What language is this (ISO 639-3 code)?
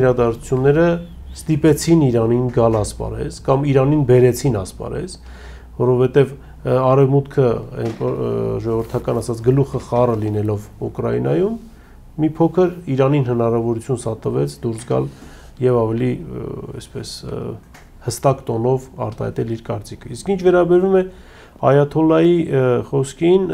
hye